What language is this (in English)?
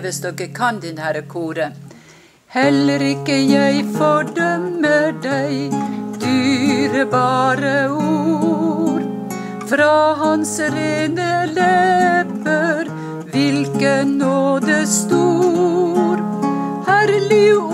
Norwegian